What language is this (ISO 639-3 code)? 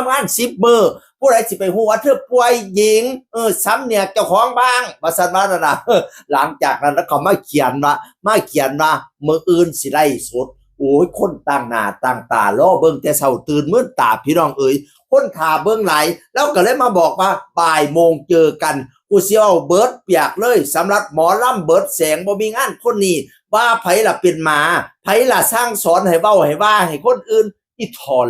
tts